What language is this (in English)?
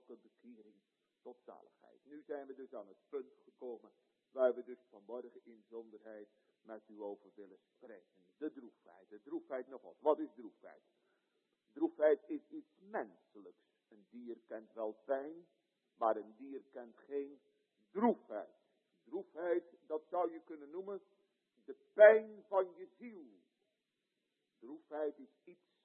Dutch